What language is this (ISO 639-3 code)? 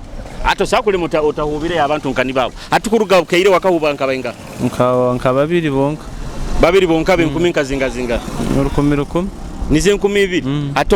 nyo